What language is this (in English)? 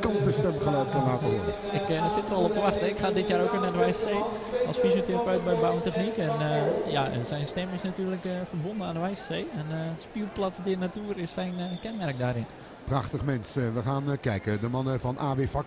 Dutch